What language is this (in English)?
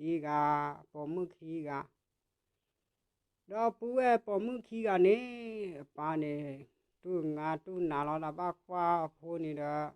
S'gaw Karen